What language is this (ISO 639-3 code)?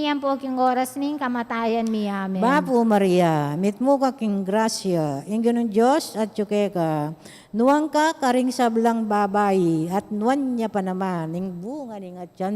pam